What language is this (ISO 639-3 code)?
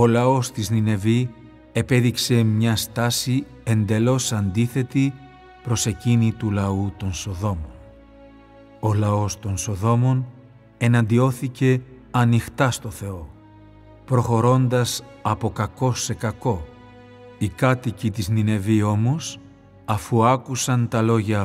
ell